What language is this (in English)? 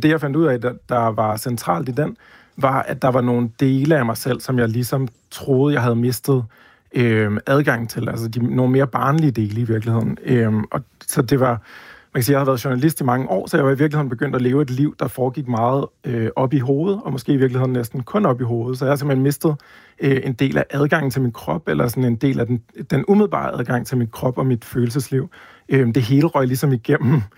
Danish